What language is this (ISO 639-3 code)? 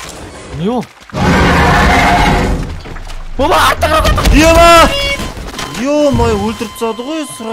kaz